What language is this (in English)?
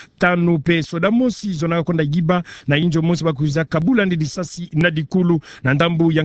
Kituba (Democratic Republic of Congo)